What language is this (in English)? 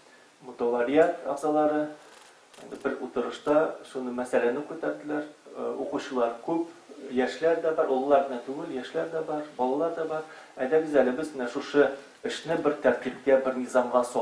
Tatar